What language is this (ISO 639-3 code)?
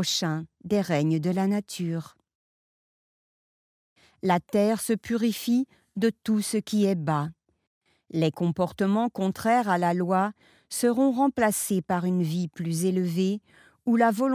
fra